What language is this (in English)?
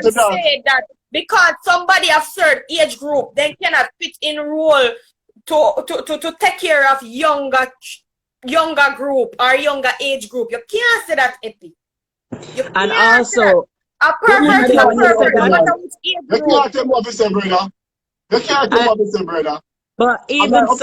Jamaican Creole English